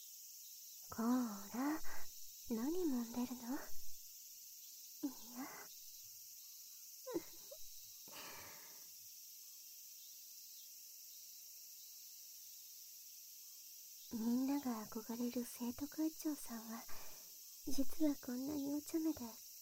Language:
Japanese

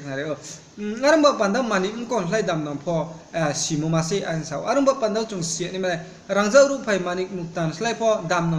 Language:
Riang (India)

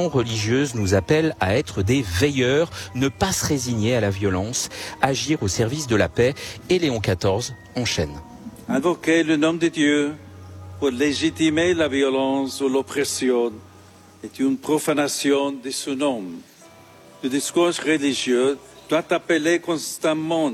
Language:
French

